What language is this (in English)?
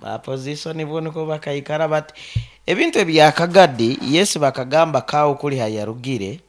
Nyankole